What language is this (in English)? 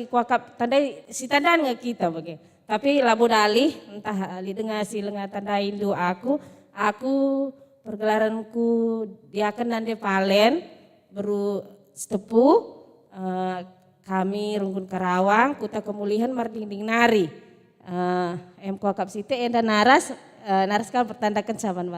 Batak Karo